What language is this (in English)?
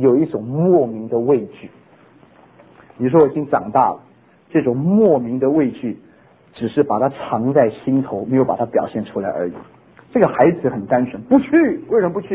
Chinese